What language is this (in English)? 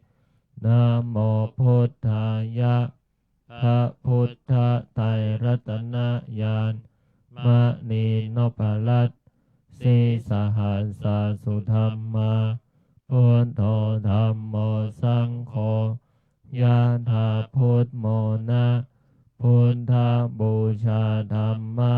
Pali